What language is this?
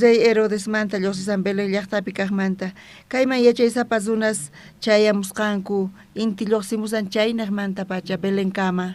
South Bolivian Quechua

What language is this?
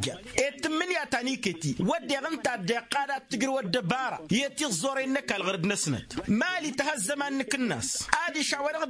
Tamasheq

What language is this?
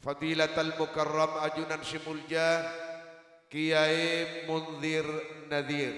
Madurese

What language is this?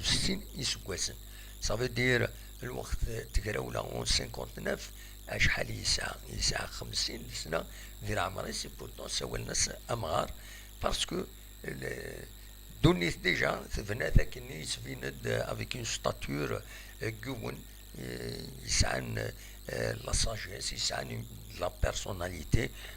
Kabyle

